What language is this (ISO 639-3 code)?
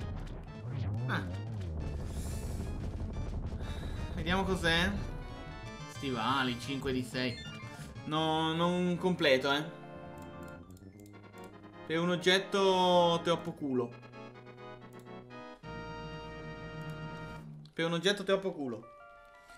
ita